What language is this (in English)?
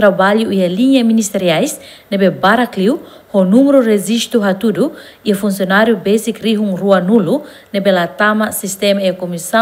Tetum